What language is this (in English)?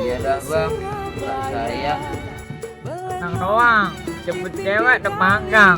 Betawi